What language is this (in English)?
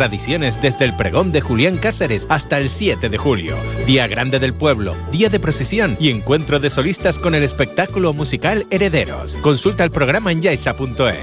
Spanish